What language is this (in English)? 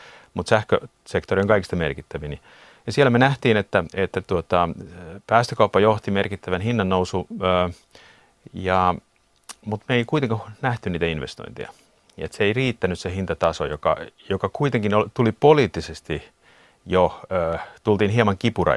Finnish